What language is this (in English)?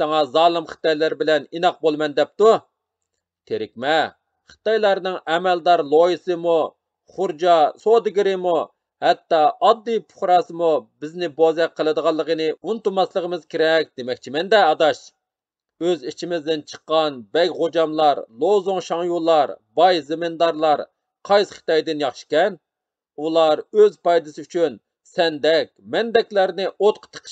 Uyghur